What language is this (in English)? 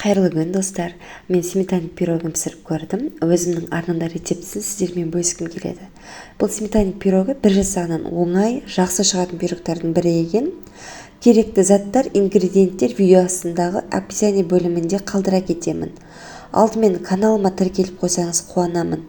Kazakh